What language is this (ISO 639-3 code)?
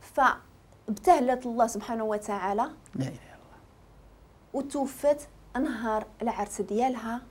ary